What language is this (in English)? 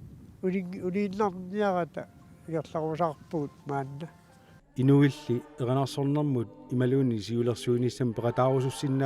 Kalaallisut